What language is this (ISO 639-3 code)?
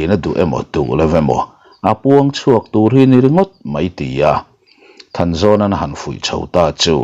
lus